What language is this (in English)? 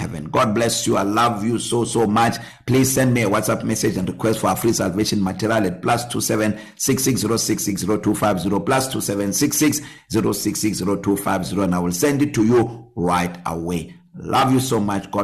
English